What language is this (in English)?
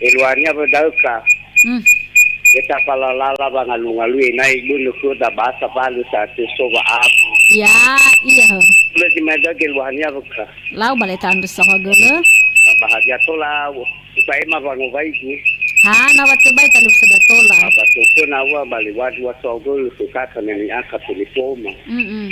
Nias